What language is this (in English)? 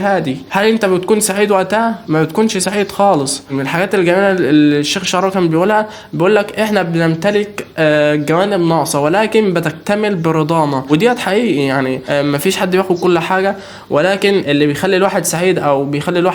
Egyptian Arabic